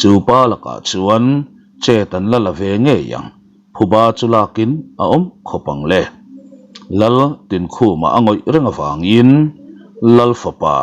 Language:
Mizo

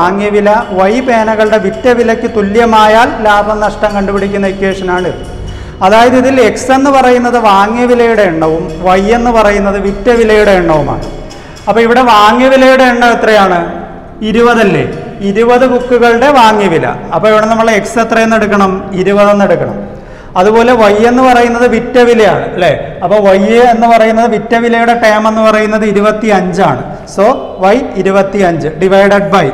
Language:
Malayalam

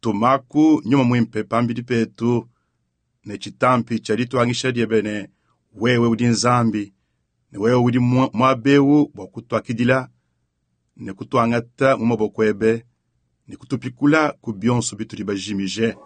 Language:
Luba-Lulua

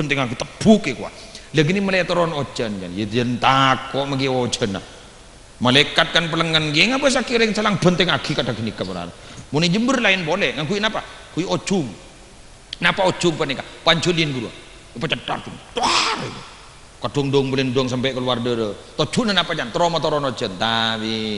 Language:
Madurese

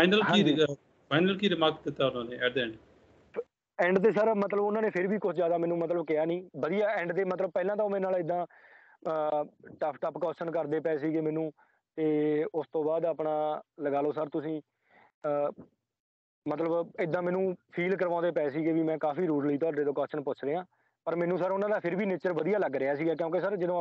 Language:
Punjabi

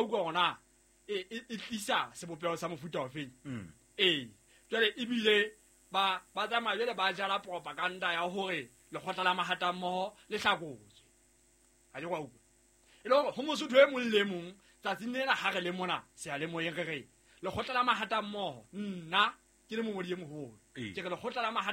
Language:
Southern Sotho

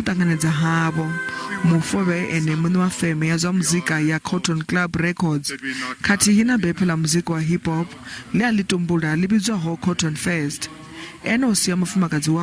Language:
Venda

